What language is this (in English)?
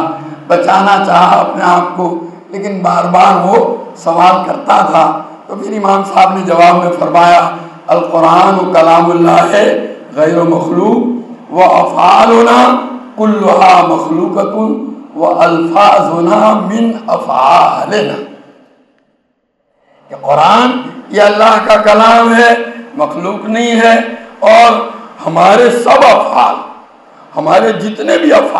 Urdu